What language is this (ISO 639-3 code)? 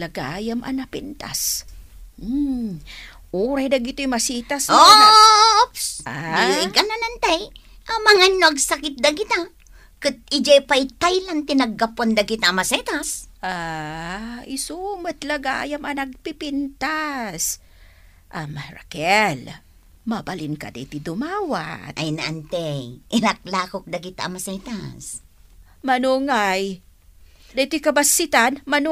ilo